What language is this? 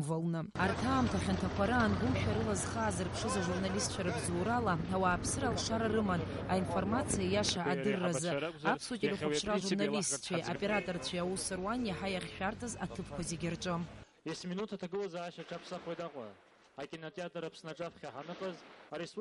Abkhazian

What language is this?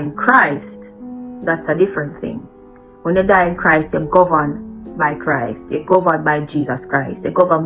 Jamaican Creole English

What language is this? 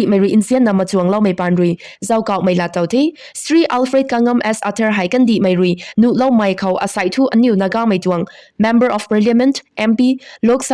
Rongmei Naga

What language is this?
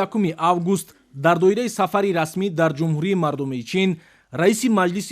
Tajik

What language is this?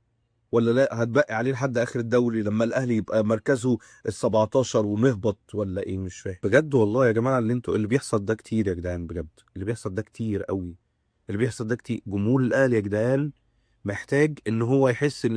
Egyptian Arabic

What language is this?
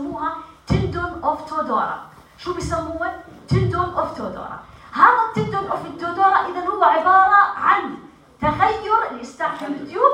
North Levantine Arabic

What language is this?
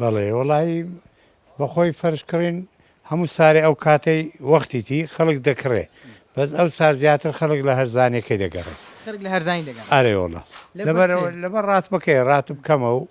Central Kurdish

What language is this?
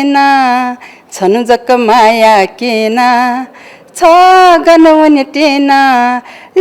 Newari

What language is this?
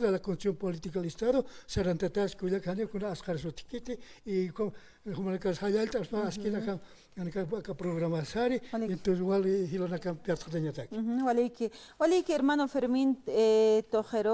Aymara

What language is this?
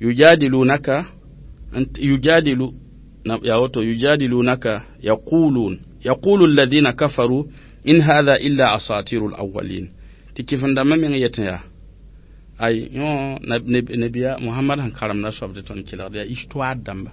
Mossi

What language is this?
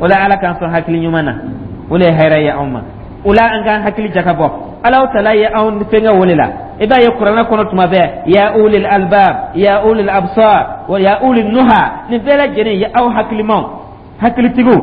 Dyula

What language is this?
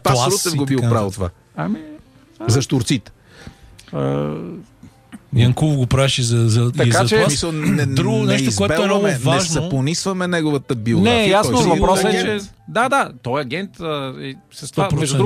Bulgarian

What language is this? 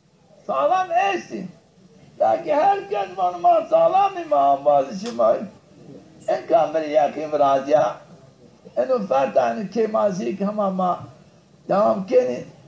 Zaza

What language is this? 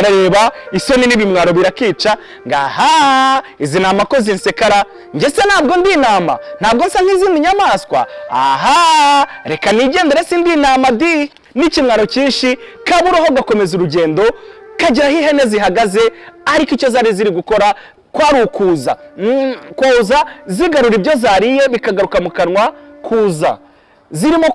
Kinyarwanda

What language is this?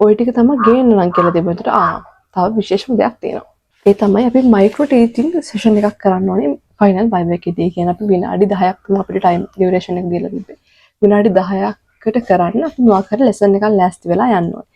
Sinhala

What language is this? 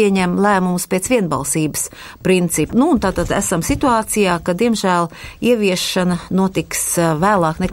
Latvian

